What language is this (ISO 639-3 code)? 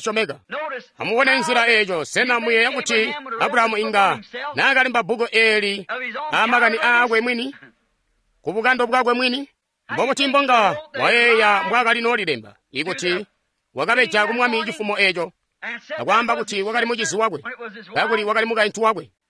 toi